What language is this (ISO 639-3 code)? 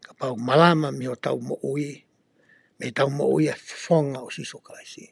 ton